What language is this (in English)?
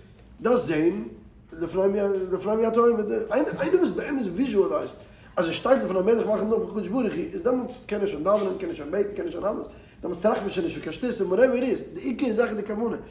Yiddish